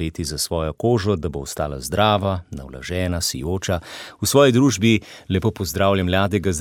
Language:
Slovenian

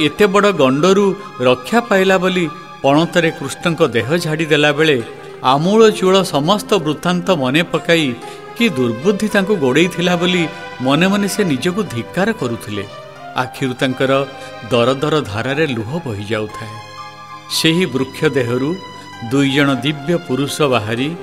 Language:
Odia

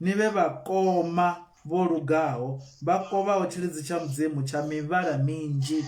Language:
Venda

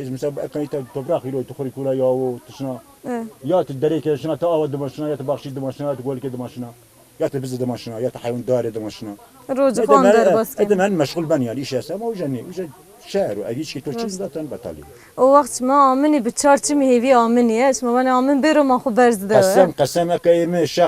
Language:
Zaza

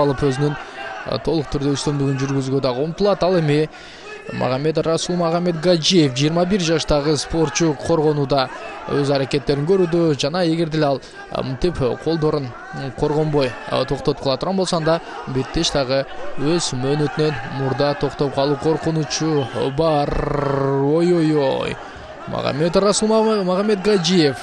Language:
Kyrgyz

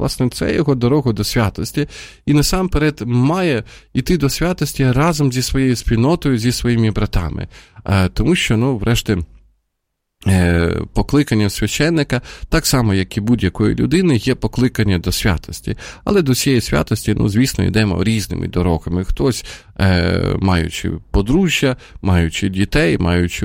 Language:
Ukrainian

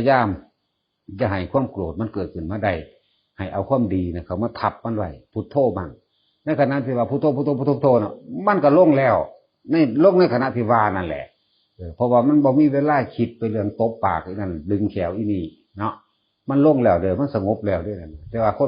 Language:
Northeastern Thai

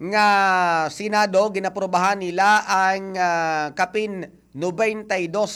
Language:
Hiligaynon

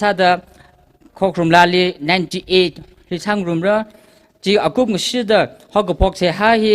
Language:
Tangkhul Naga (India)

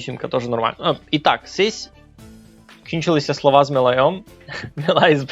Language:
Rusyn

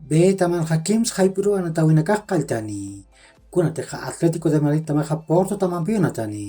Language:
Aymara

